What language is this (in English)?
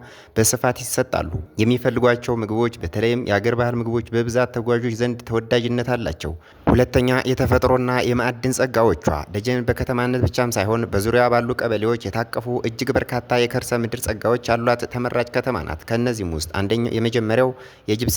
Amharic